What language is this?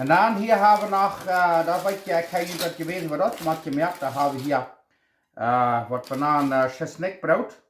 Plautdietsch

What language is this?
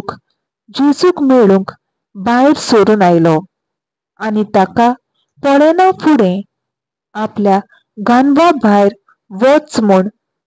Konkani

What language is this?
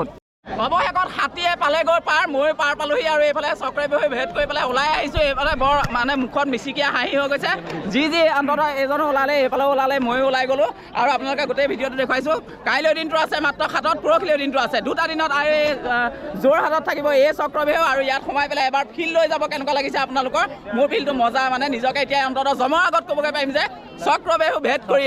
Assamese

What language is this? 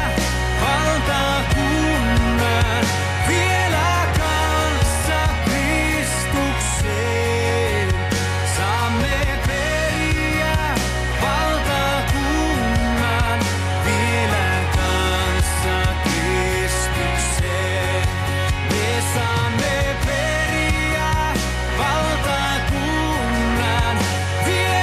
Finnish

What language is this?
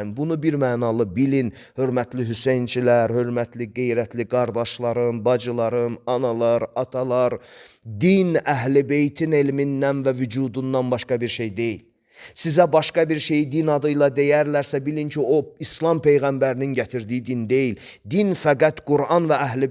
Azerbaijani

